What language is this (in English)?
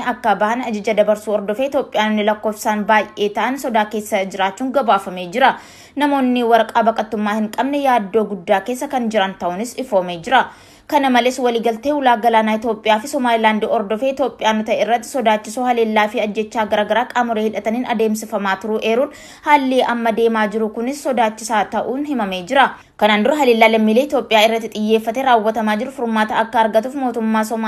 Oromo